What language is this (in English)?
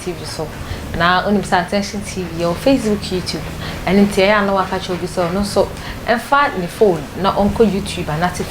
Akan